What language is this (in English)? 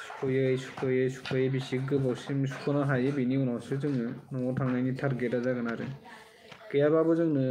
Bodo